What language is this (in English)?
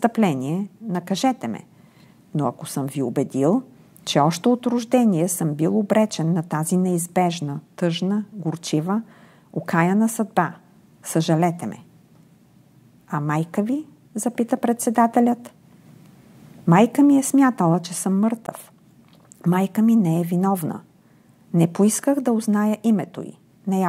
Bulgarian